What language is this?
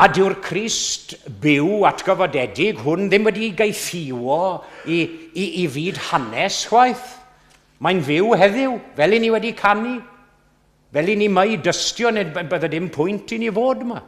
Welsh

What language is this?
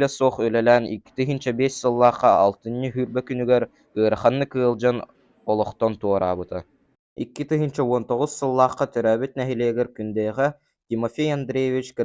Yakut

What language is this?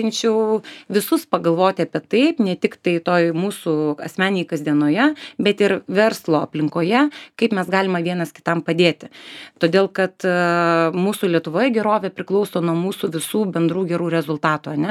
Lithuanian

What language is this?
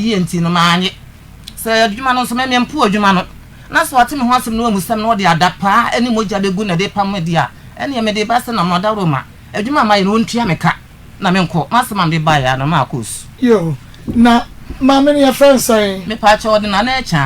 Akan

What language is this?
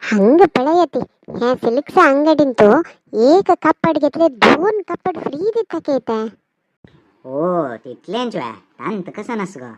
Konkani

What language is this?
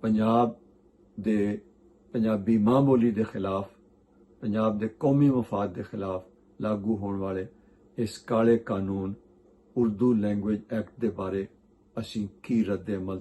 Western Panjabi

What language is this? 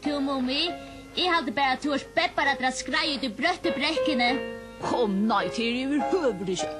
Faroese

